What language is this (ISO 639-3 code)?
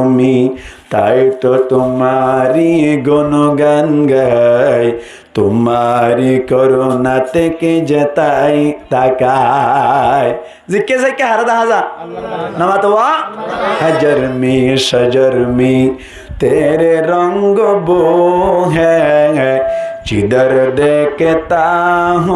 rhg